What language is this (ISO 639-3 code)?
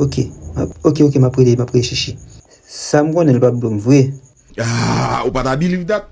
hat